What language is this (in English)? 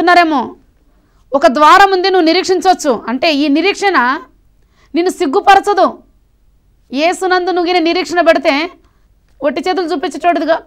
Telugu